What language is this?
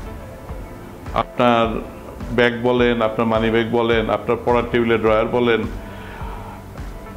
Bangla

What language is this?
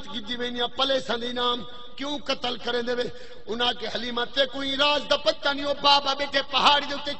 Saraiki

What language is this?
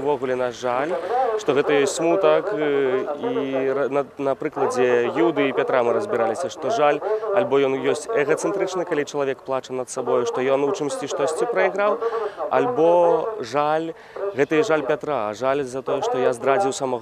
Belarusian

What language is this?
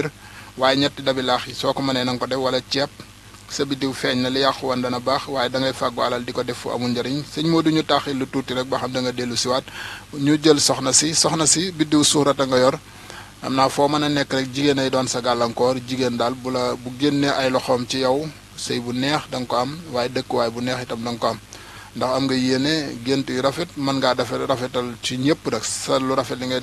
Wolof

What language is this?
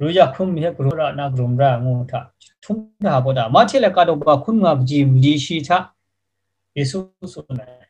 Kachin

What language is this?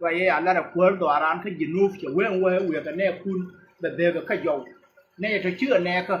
Nuer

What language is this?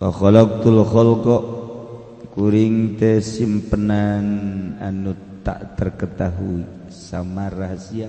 Sundanese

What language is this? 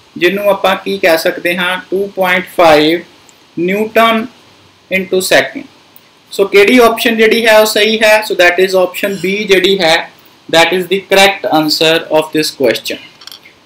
Punjabi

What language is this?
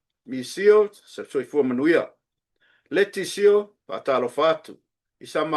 Samoan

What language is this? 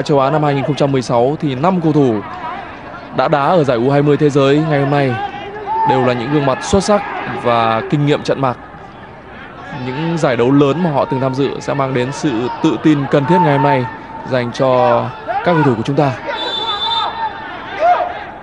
Vietnamese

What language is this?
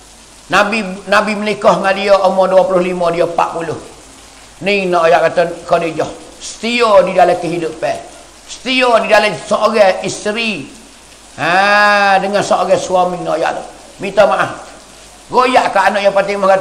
Pattani Malay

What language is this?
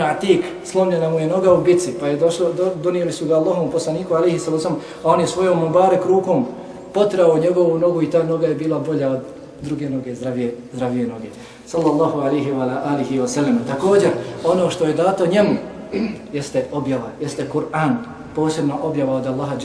Bosnian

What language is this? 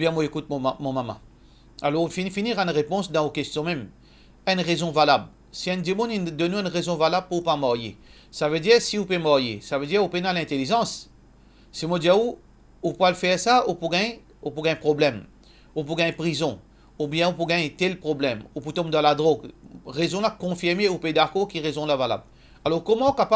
Morisyen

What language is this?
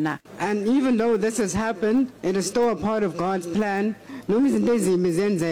Northern Sotho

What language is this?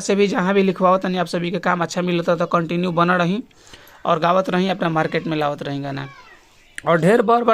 Bhojpuri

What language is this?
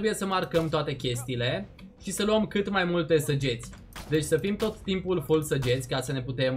Romanian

